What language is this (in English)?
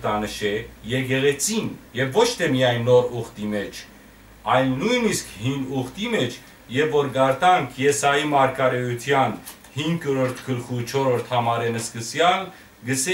Western Armenian